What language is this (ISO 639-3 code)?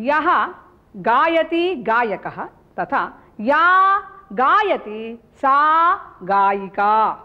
san